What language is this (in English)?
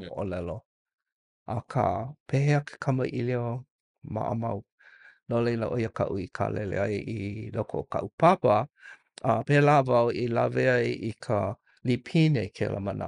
Hawaiian